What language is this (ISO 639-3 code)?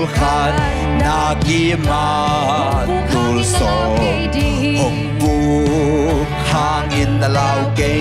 ctd